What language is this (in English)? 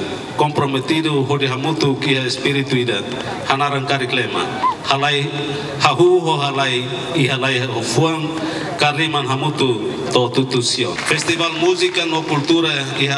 Tetum